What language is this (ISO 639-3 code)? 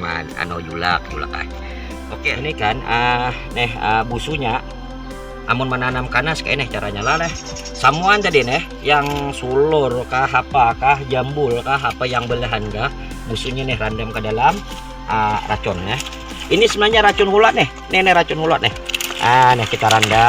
bjn